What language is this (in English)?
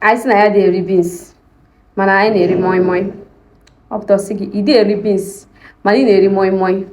Igbo